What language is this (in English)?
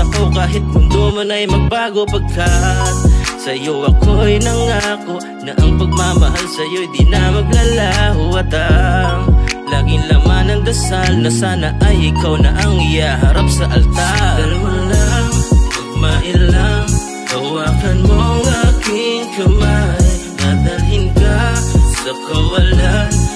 Filipino